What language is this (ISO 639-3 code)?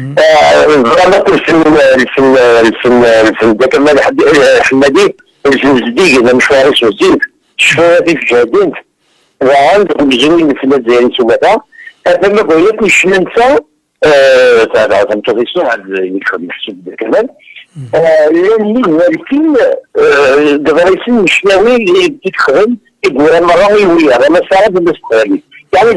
kab